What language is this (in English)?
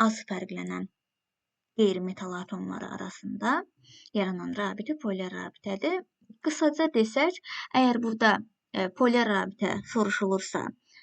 Azerbaijani